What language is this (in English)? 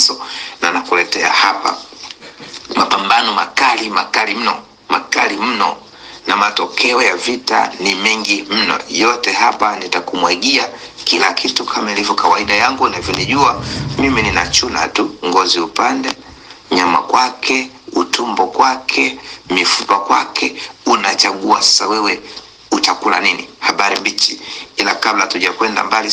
Swahili